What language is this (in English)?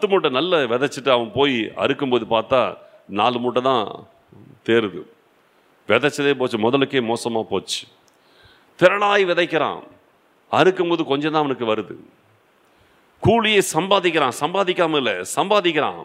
Tamil